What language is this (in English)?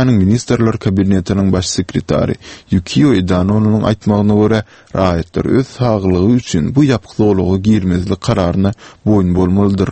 Turkmen